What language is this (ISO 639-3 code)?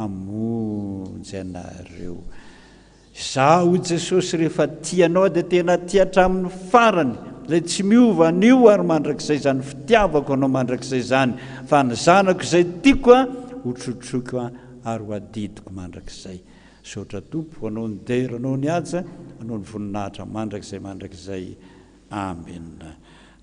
mlg